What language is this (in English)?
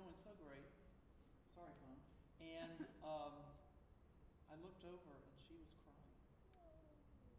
English